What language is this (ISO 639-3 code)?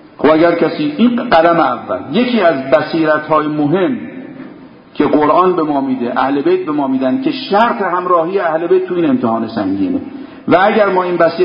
fas